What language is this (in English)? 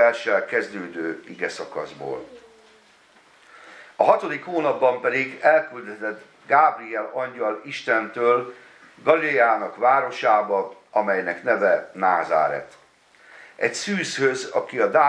Hungarian